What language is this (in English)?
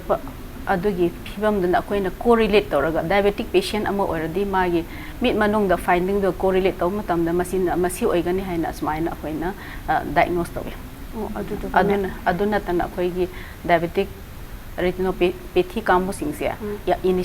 Manipuri